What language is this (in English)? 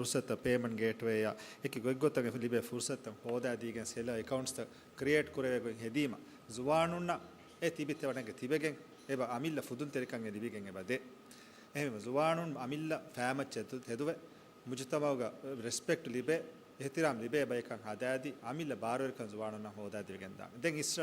Divehi